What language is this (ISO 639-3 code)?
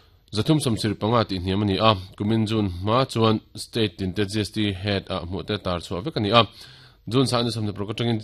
lus